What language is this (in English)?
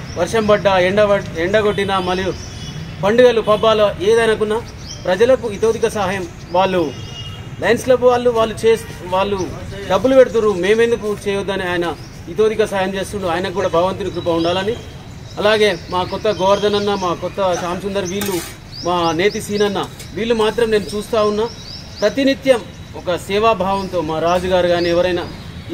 Telugu